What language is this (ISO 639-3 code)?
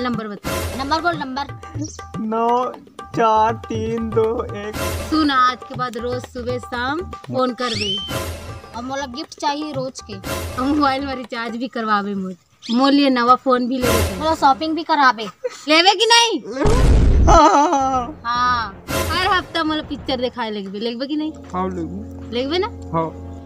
hne